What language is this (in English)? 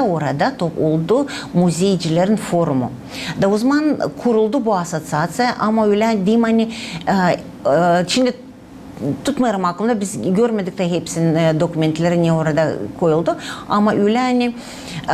Gagauz